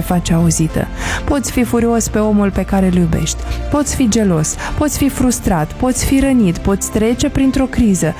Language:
Romanian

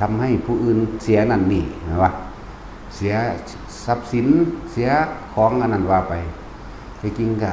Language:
Northeastern Thai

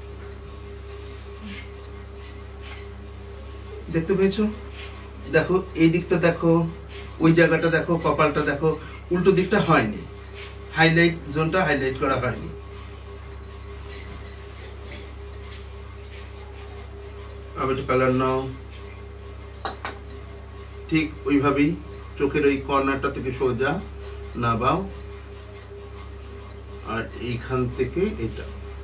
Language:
Bangla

